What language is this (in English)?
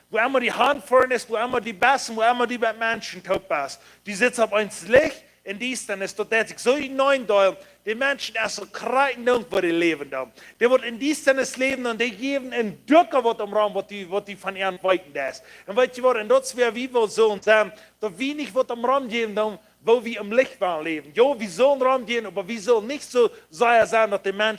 Plautdietsch